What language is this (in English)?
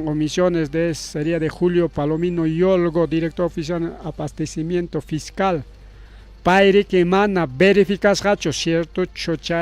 Ayacucho Quechua